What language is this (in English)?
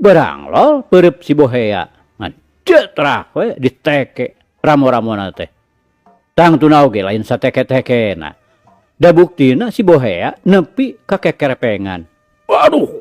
Sundanese